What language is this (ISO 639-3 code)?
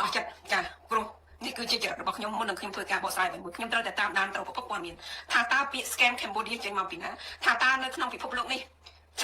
khm